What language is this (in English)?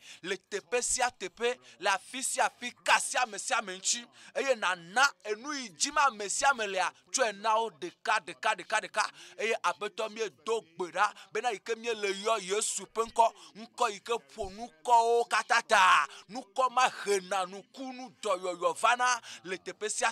Ewe